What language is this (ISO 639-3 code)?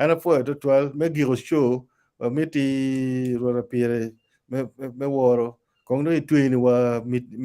ach